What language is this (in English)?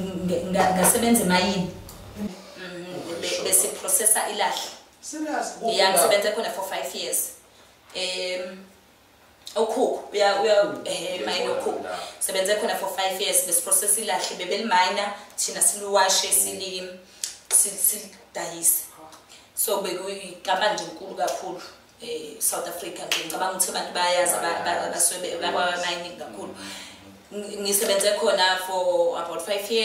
Zulu